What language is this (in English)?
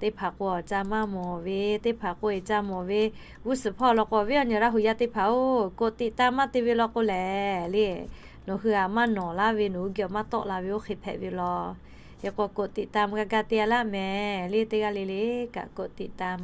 Lahu